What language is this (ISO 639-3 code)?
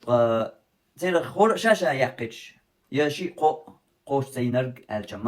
che